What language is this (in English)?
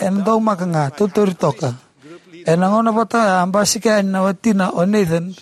Fijian